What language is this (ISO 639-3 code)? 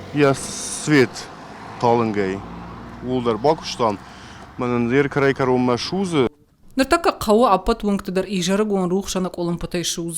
oss